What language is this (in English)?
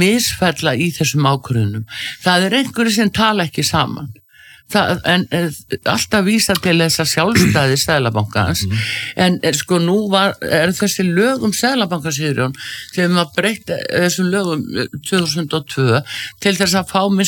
Icelandic